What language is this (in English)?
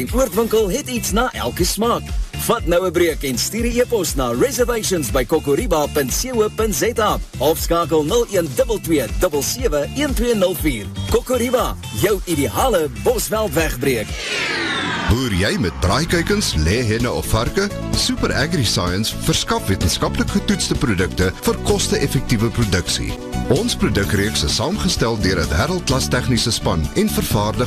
Afrikaans